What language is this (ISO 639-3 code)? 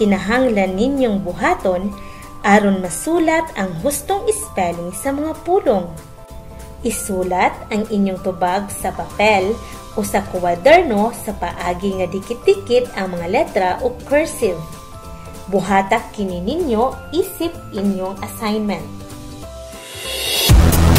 ceb